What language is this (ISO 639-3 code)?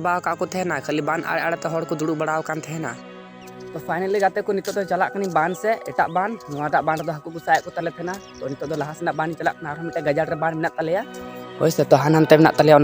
sat